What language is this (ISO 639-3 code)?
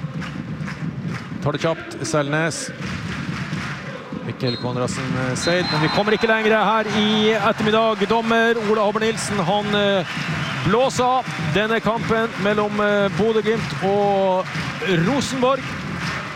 nor